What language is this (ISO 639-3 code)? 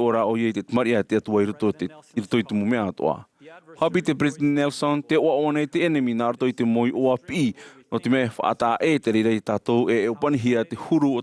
tah